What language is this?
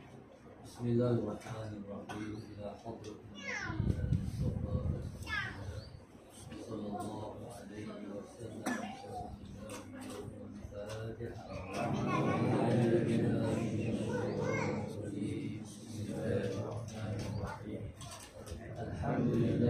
Malay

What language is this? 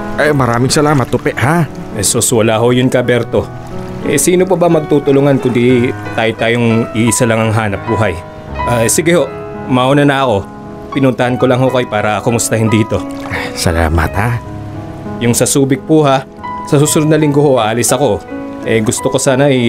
Filipino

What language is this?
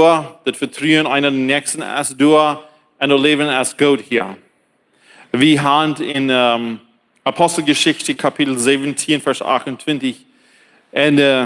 Plautdietsch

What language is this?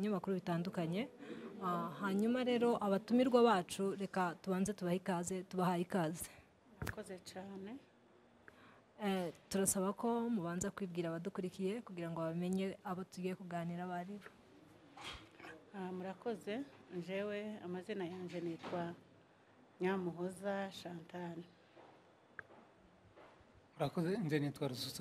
Kinyarwanda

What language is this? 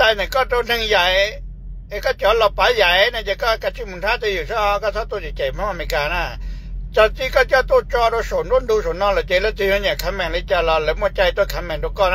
Hmong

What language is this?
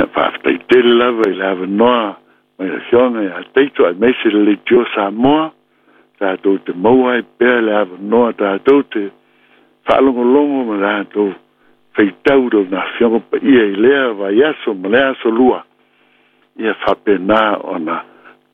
Samoan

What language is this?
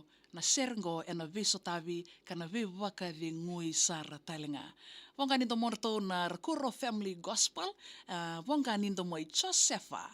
Fijian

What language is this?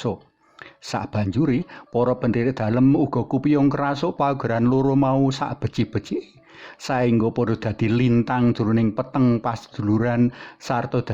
Javanese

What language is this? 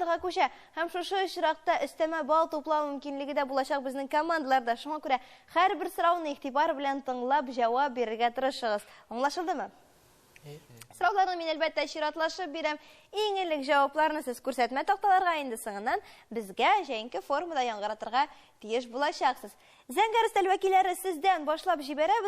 Tatar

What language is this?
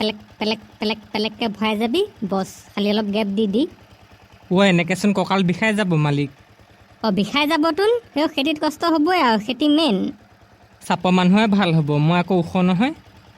Assamese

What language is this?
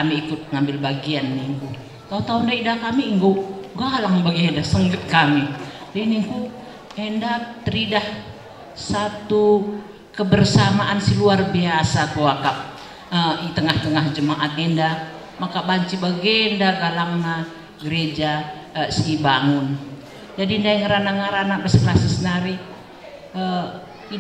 Batak Karo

